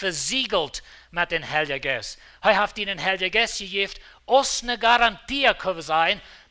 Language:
Plautdietsch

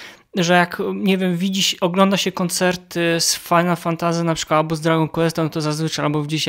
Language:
Polish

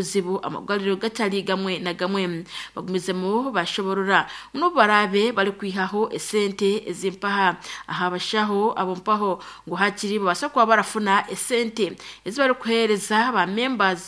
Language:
Nyankole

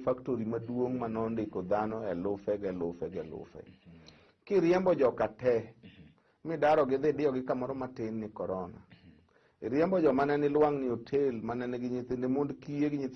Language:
Luo (Kenya and Tanzania)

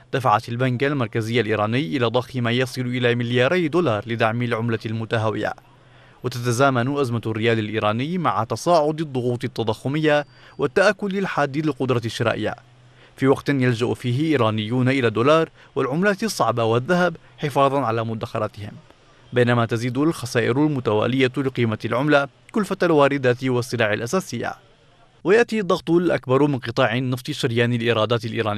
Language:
Arabic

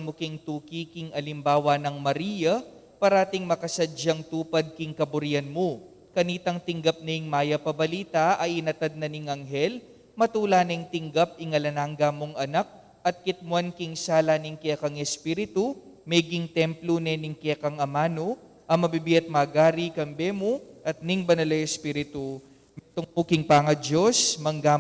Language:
Pampanga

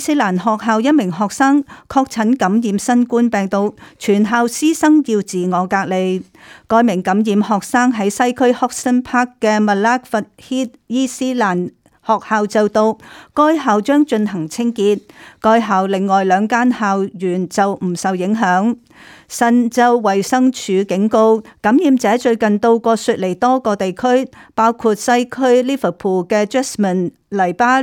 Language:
Cantonese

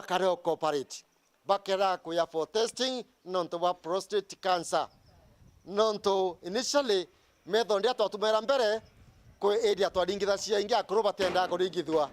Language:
Meru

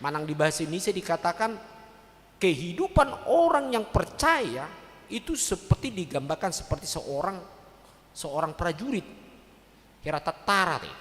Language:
Batak Toba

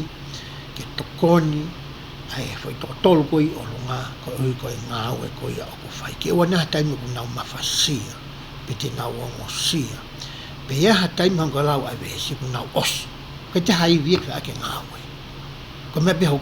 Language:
Tongan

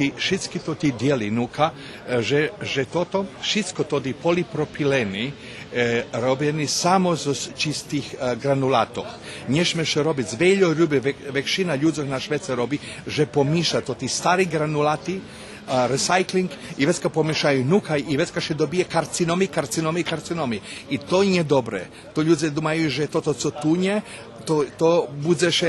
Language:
Rusyn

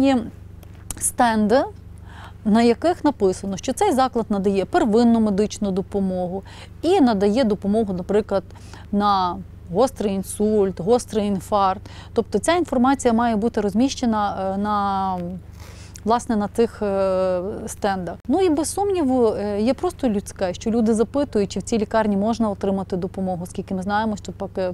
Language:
Ukrainian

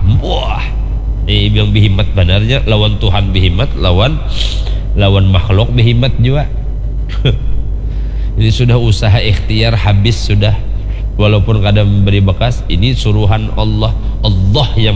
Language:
Banjar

